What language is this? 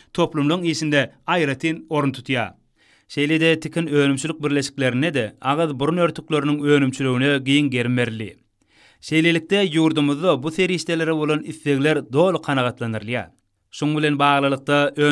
Turkmen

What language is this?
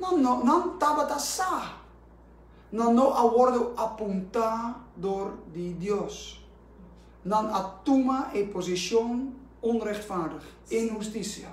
Papiamento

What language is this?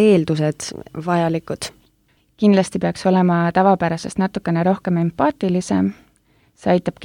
Estonian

